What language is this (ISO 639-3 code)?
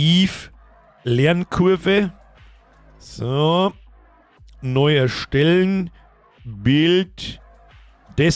bar